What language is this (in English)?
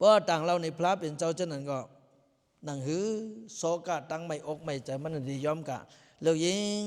Lao